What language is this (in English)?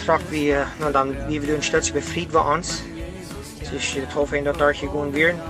Plautdietsch